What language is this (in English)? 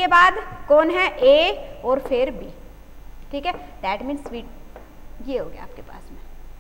Hindi